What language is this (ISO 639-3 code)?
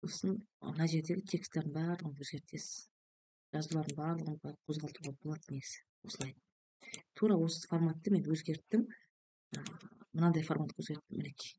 kaz